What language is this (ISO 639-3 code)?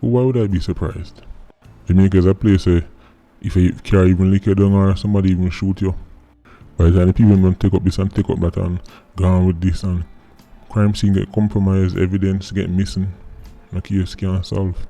jam